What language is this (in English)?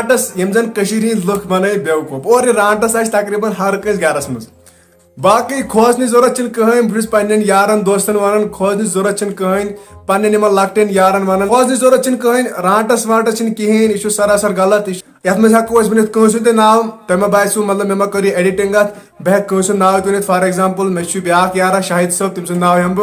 Kashmiri